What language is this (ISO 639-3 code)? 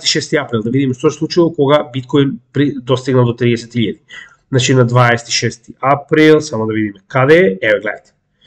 mkd